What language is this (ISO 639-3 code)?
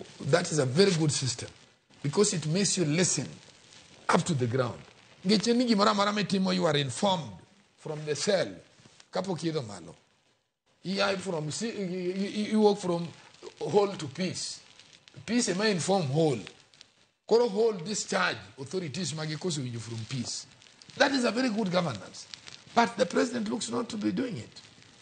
luo